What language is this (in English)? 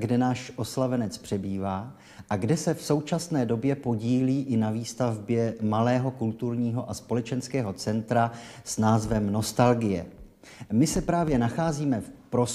Czech